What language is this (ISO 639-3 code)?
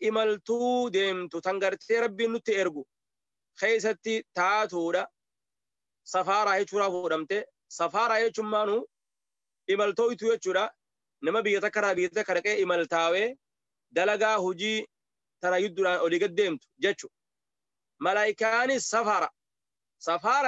orm